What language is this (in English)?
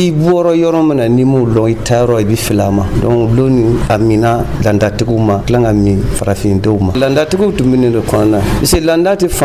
Dyula